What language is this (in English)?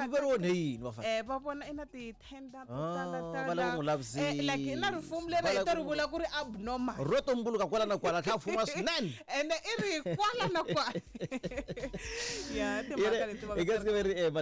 Tsonga